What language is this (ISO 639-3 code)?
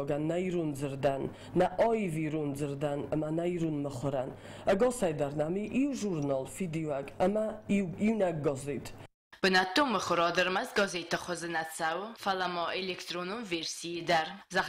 oss